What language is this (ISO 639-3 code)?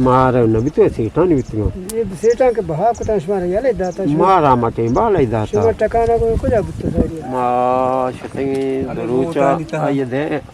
bgp